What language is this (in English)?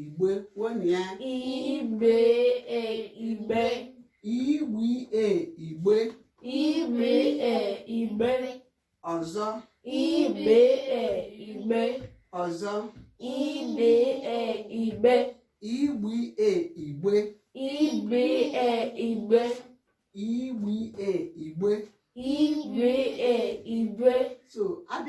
Igbo